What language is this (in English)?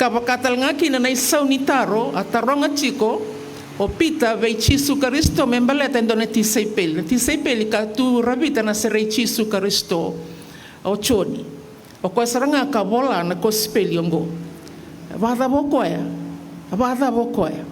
Fijian